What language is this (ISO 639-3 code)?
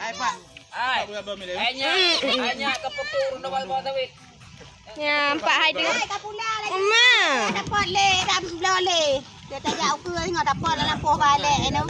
ace